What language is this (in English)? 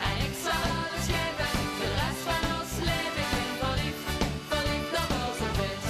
Limburgish